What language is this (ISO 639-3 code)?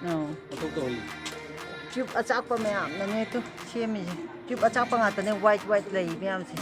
mni